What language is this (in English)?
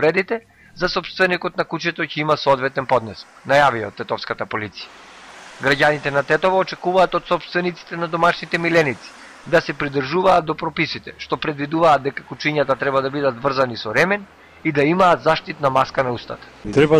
Macedonian